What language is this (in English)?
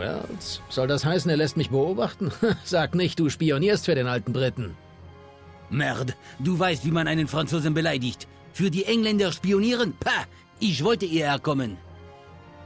Bavarian